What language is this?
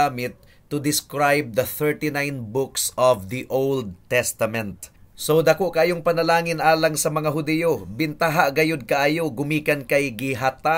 Cebuano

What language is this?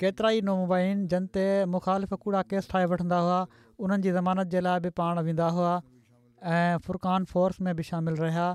Sindhi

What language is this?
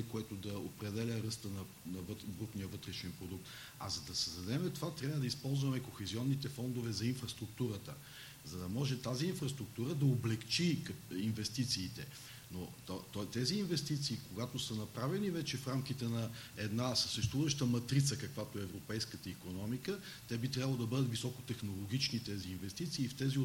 Bulgarian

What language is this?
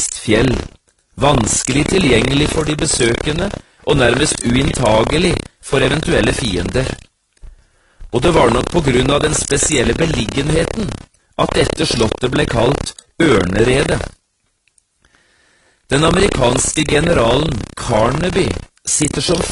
Norwegian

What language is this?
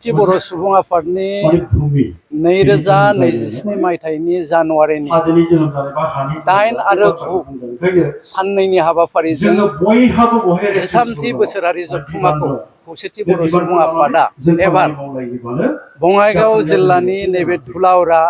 Bodo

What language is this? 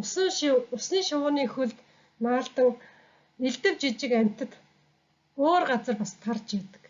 Mongolian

